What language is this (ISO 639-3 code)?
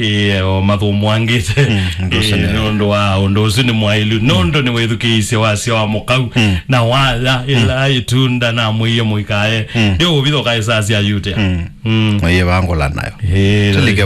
kam